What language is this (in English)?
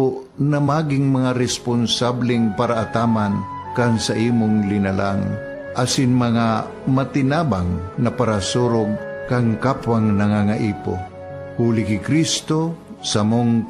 Bikol